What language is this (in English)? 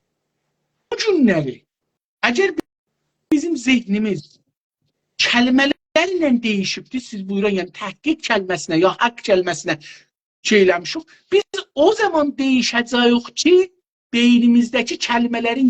South Azerbaijani